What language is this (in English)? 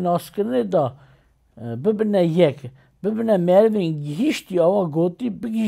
Kurdish